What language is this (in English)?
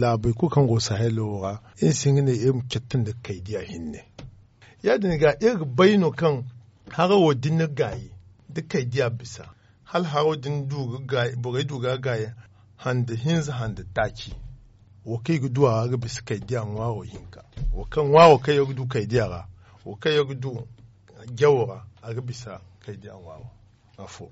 Zarma